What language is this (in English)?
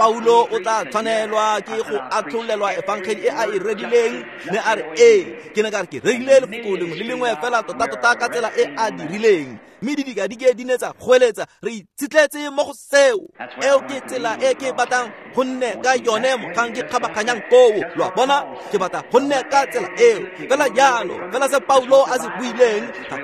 Tswana